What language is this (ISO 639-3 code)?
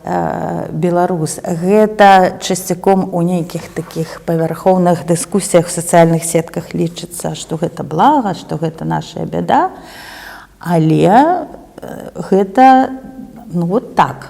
bel